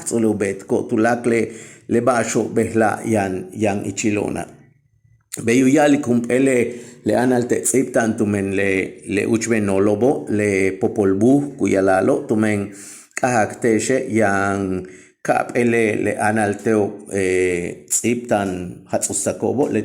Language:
Yucateco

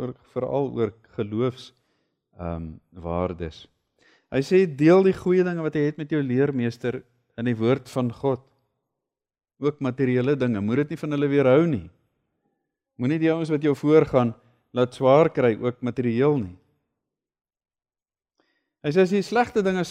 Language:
Afrikaans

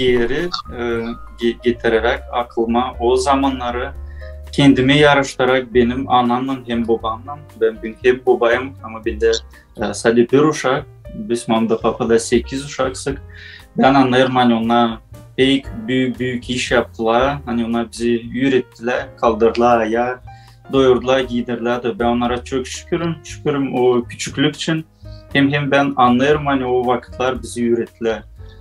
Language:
Gagauz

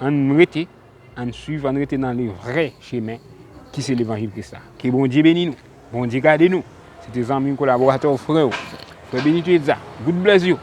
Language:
Haitian Creole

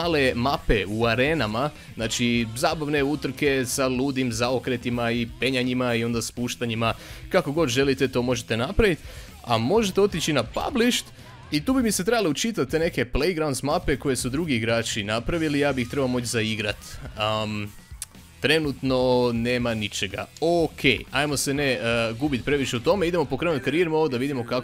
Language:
Croatian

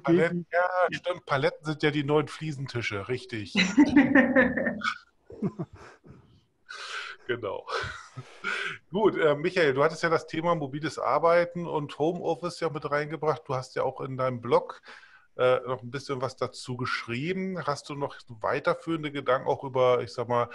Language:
German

